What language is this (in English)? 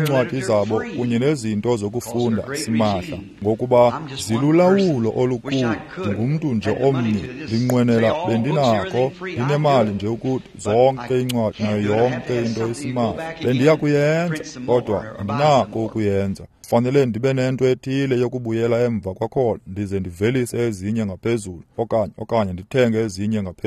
Xhosa